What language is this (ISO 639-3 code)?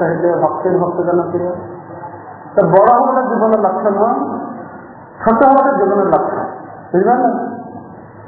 ori